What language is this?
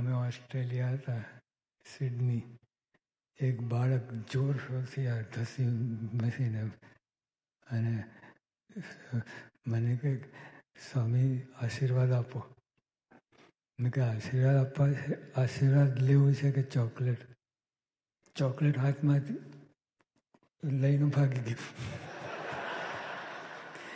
Gujarati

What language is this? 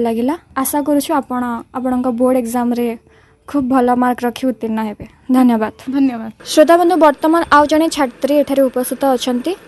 Odia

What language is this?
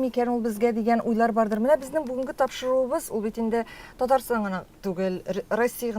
Tatar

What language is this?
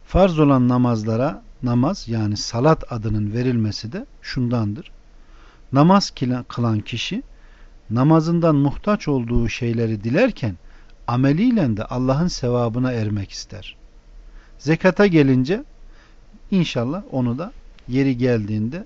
Turkish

